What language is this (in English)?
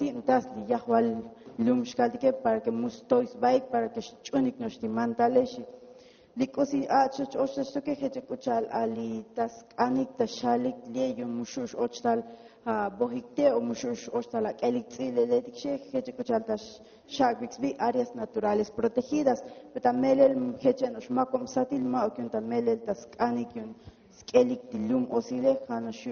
Tzotzil